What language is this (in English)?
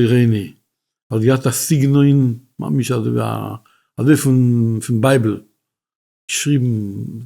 Yiddish